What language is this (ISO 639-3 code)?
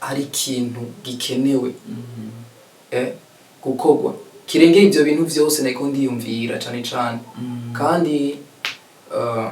run